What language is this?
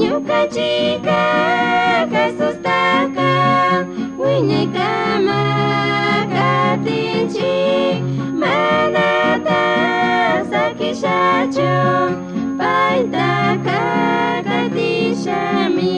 Chimborazo Highland Quichua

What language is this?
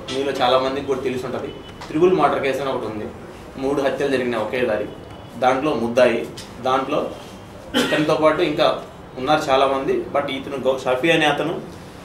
Telugu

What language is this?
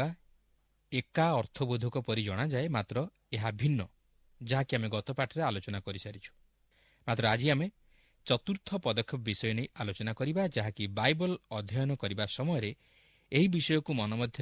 Odia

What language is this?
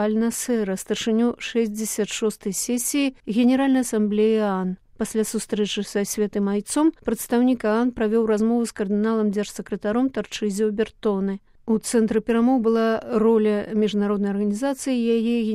Belarusian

